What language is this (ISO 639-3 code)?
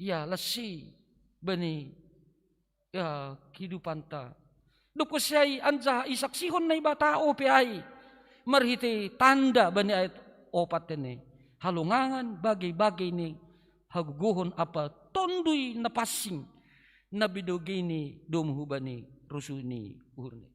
bts